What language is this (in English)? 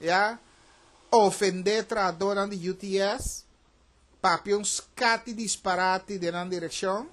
Papiamento